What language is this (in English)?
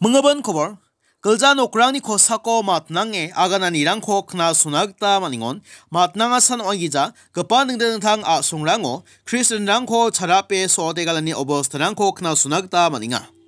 Garo